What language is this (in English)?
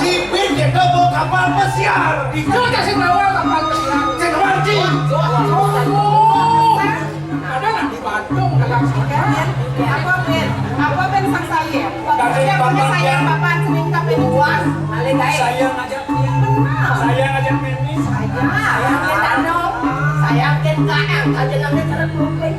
Balinese